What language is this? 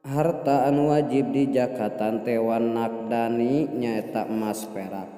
Sundanese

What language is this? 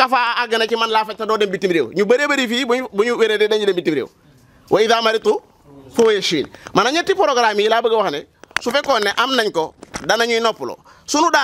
Wolof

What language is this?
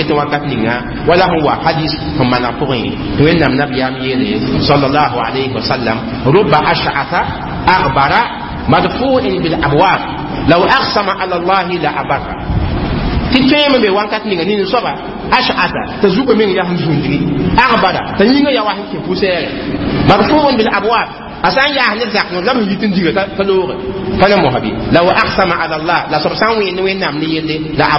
Mossi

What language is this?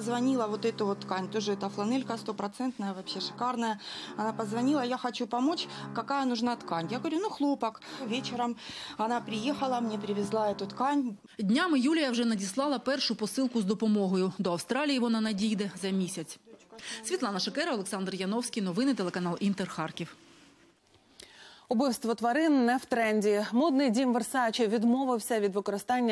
Ukrainian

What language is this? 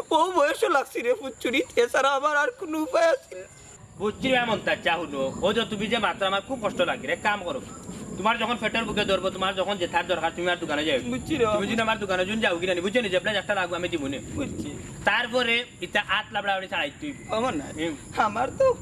Sylheti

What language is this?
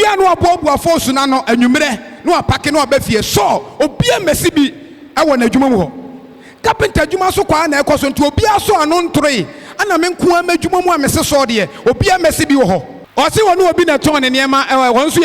Akan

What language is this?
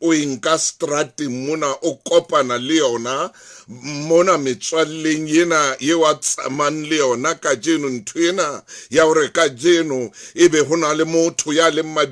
Southern Sotho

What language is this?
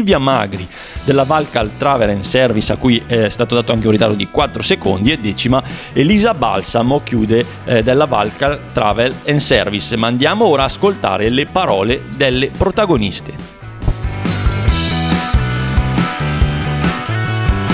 Italian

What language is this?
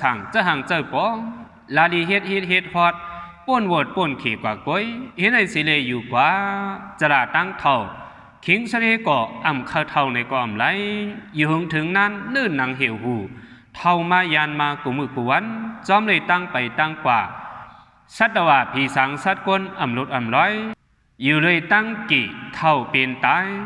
Shan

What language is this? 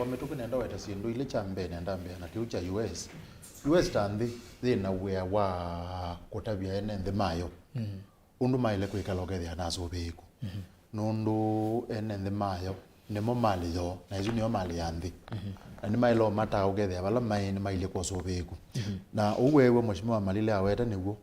Kamba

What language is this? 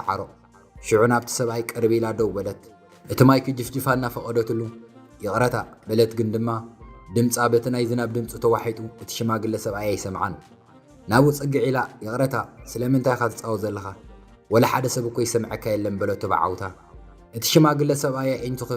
Tigrinya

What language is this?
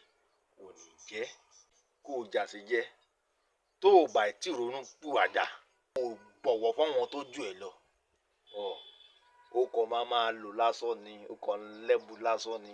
Yoruba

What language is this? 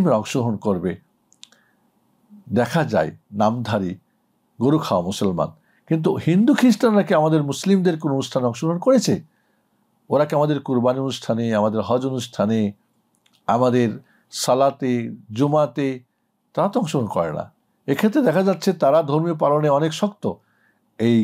Bangla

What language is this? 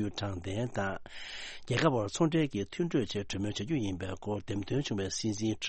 Tibetan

